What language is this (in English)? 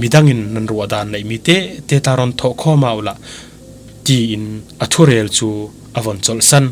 Falam Chin